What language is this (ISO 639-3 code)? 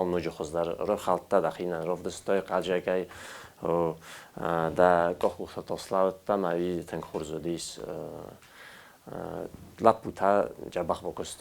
oss